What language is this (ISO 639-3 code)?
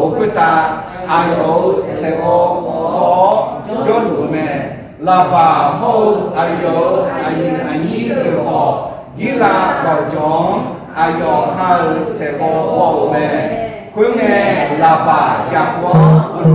ahk